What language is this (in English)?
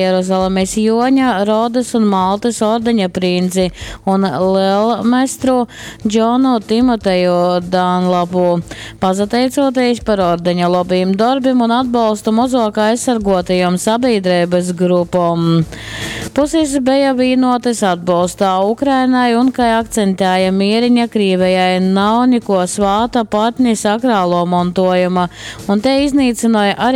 Latgalian